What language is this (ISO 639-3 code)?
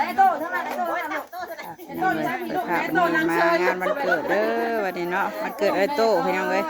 tts